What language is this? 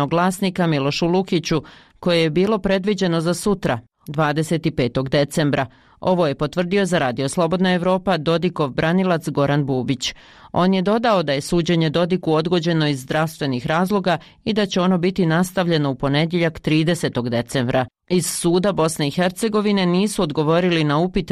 Bosnian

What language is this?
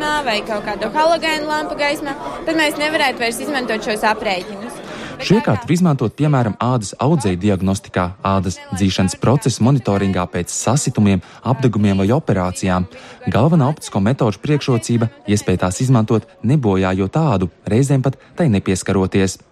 Latvian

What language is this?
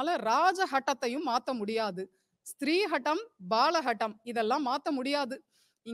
Tamil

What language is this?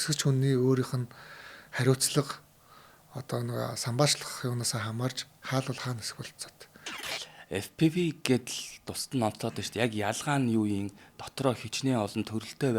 Mongolian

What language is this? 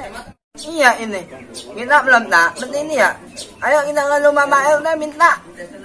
Betawi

